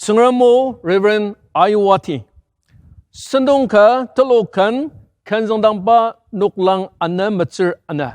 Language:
Ao Naga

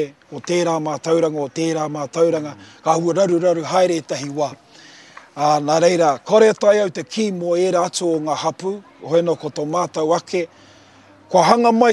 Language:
Māori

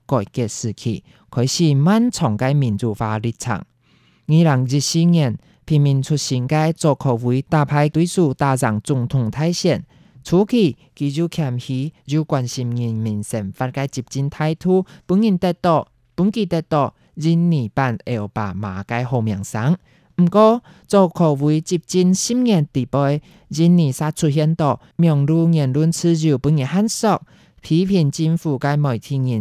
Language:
Hakka Chinese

